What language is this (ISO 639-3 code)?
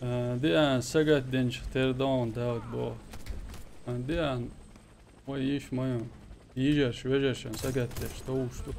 che